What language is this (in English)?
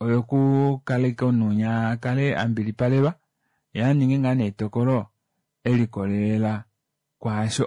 Kuanyama